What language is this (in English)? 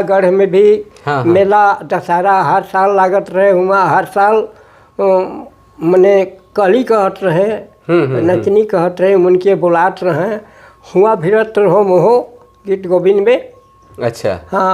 Sadri